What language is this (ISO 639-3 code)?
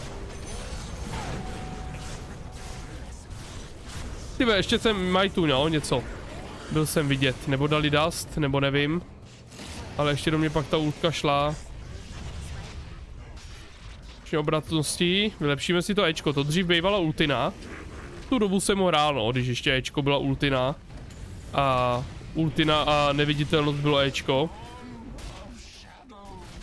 ces